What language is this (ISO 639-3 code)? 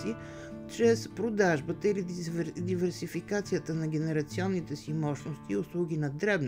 bul